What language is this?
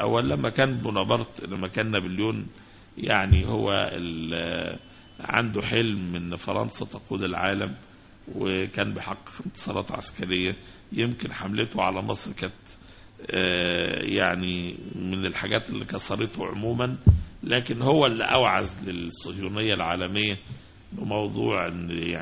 Egyptian Arabic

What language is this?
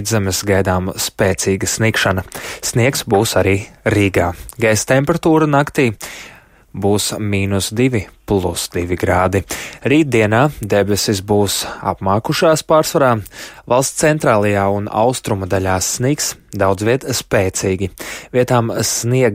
Latvian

